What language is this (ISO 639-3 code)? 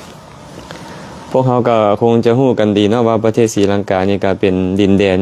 lao